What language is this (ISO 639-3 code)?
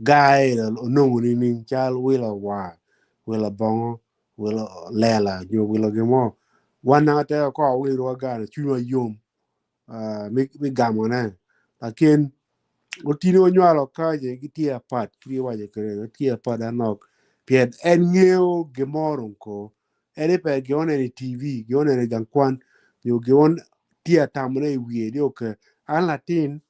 ach